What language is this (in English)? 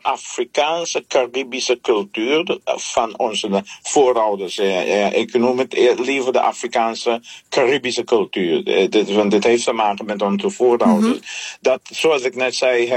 Dutch